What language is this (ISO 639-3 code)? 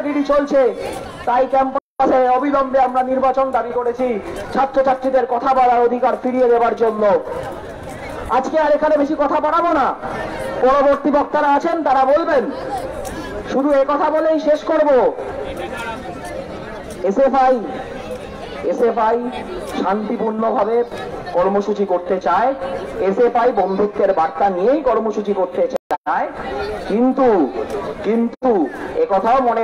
ben